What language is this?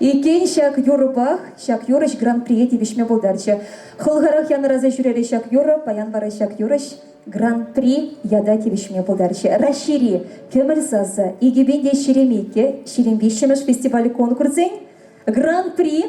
Chuvash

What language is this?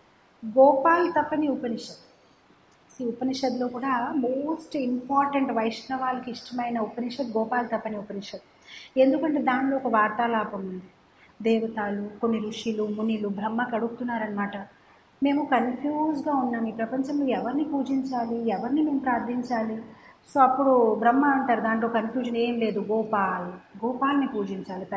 Telugu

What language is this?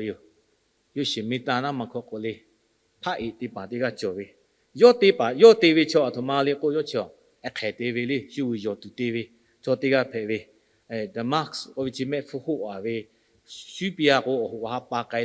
Lahu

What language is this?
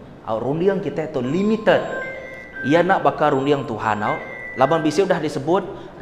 Iban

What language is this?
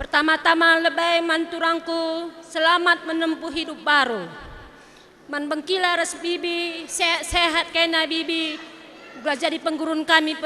Batak Karo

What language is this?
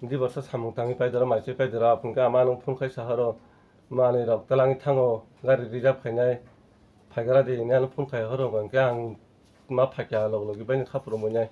Kok Borok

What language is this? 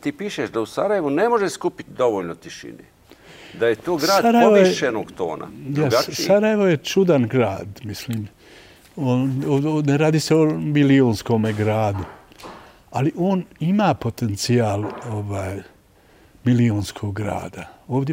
Bosnian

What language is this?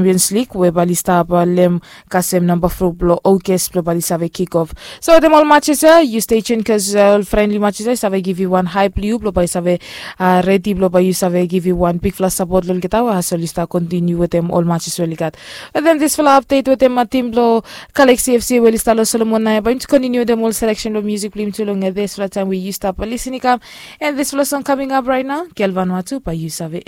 Bislama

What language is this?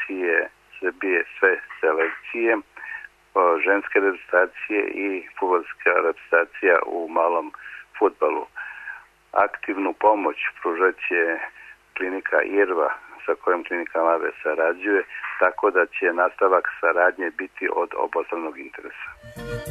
Serbian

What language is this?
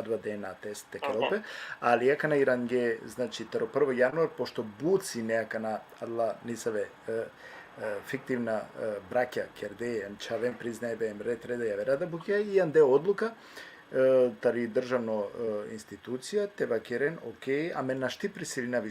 Balkan Romani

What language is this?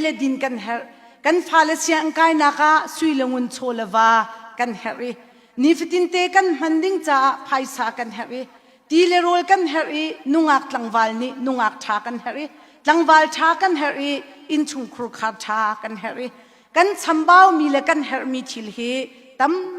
Hakha Chin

